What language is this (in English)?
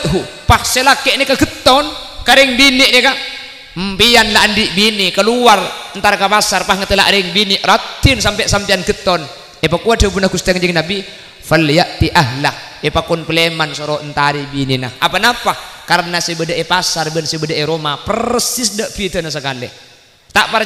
Madurese